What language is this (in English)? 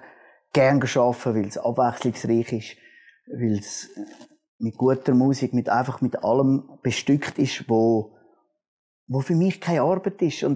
Swiss German